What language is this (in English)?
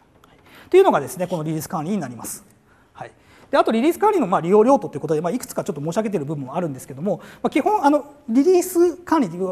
Japanese